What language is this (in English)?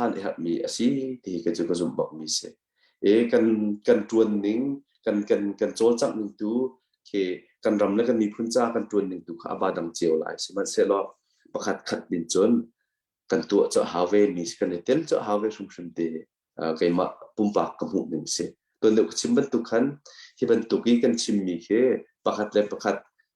Hakha Chin